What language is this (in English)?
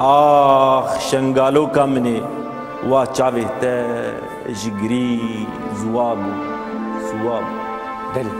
Kurdish